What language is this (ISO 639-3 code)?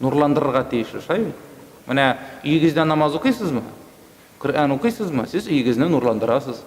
tat